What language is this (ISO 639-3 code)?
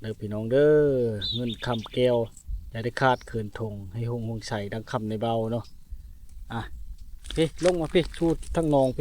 lao